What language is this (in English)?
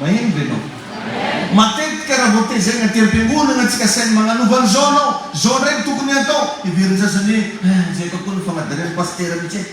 Malagasy